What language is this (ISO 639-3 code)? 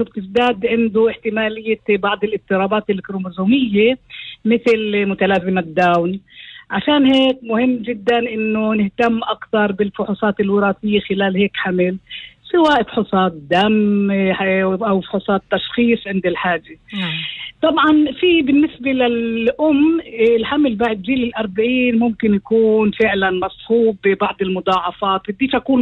apc